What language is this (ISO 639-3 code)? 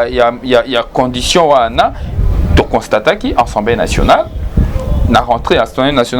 lin